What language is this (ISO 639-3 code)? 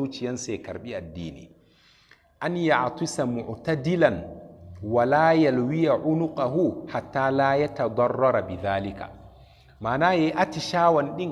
hau